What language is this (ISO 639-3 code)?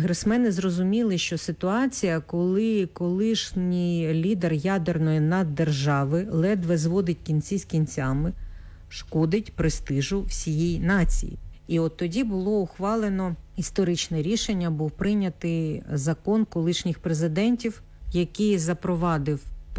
ukr